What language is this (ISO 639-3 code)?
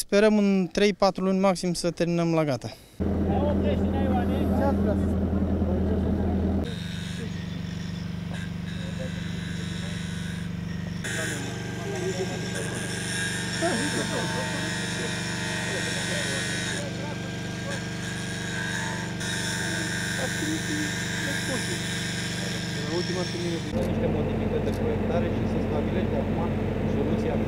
ron